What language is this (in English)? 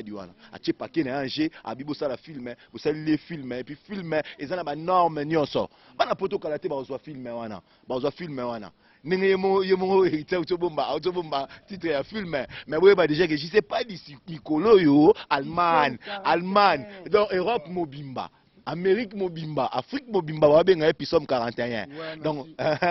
Lingala